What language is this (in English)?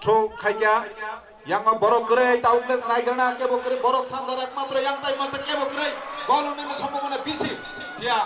Kok Borok